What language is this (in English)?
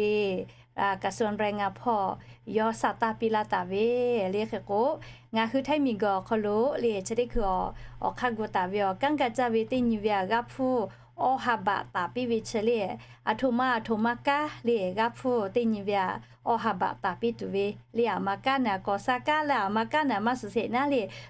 Lahu